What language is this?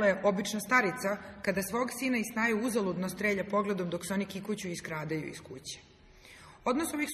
Serbian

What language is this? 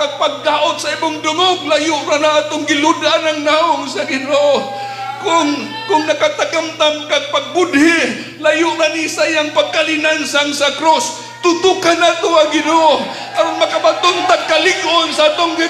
Cebuano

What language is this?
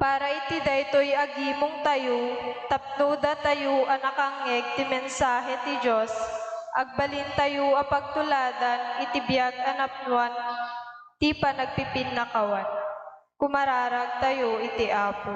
Iloko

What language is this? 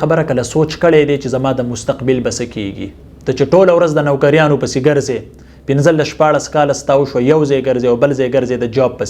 Pashto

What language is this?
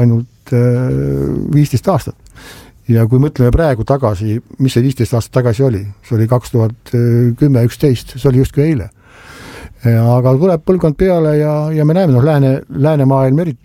Estonian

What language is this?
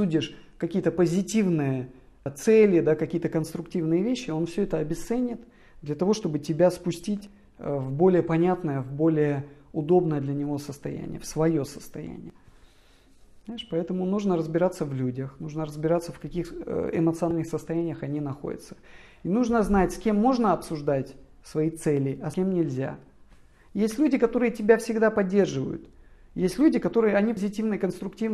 Russian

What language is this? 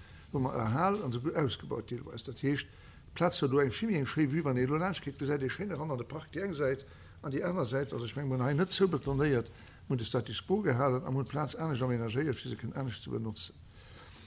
Luxembourgish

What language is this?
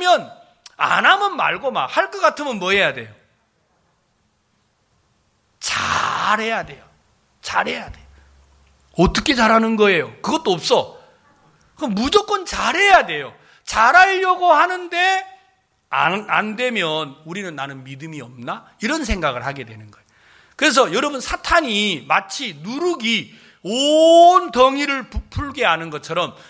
Korean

